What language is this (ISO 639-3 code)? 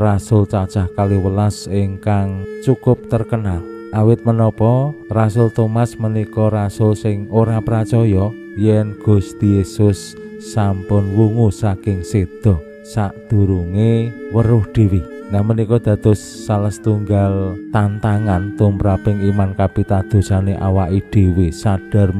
jav